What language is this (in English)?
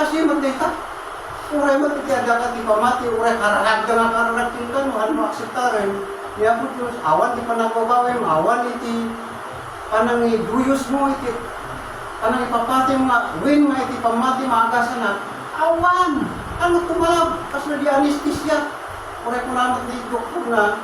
Iloko